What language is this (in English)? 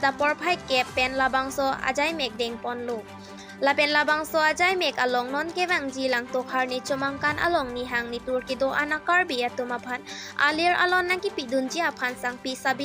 Karbi